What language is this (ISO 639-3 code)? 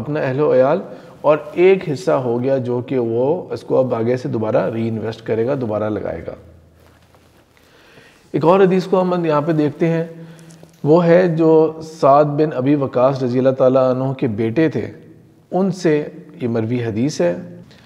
urd